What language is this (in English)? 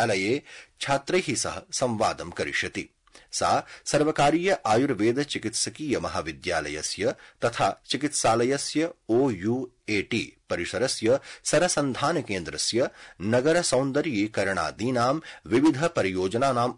Sanskrit